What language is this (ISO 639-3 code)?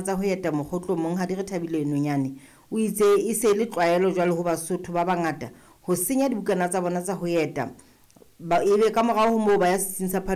sot